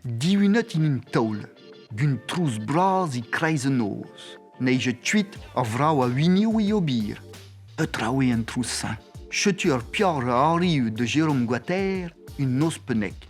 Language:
Breton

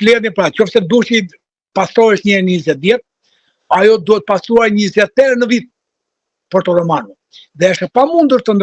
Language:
Albanian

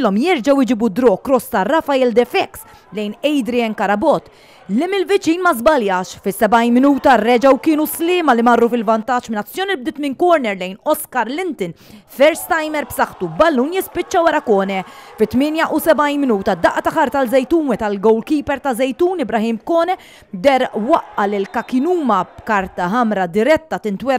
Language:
Maltese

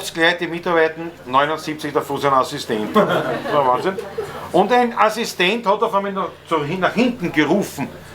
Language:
Bavarian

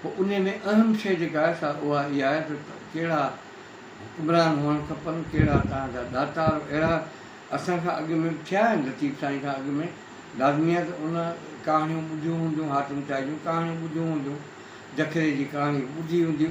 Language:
Sindhi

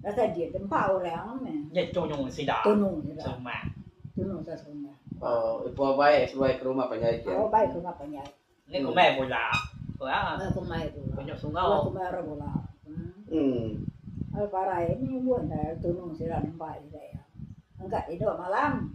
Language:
Iban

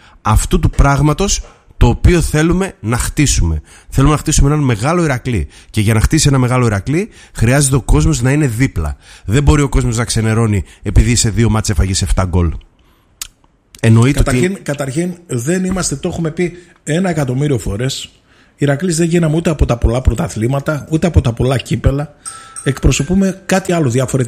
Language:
Greek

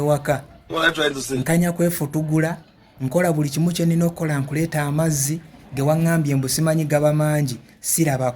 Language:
Ganda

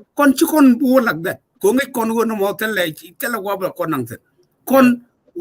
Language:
Nuer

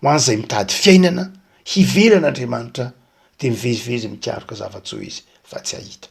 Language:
Malagasy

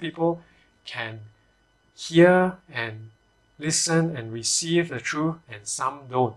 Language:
English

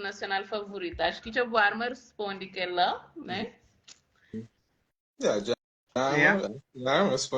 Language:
Kabuverdianu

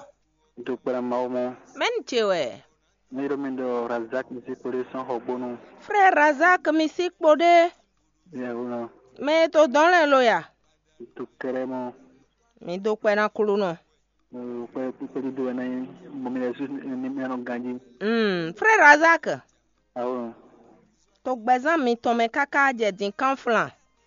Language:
Fon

